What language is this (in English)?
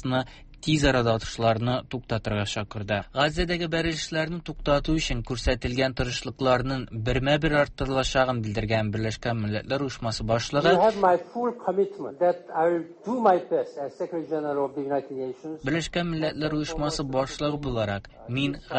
Tatar